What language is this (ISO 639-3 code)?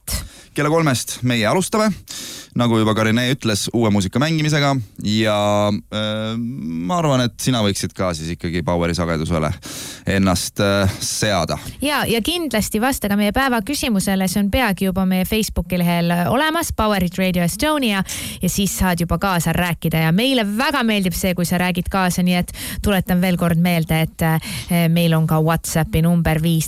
est